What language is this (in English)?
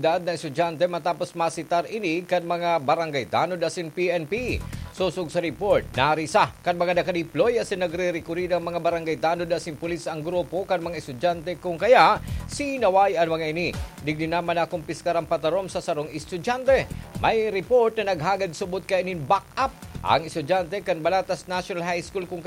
Bikol